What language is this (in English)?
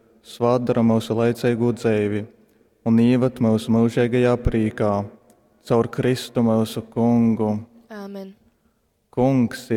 Latgalian